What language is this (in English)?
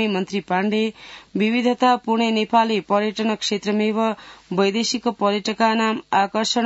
Sanskrit